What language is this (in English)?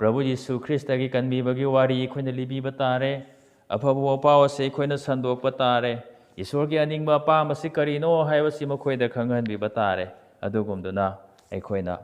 Manipuri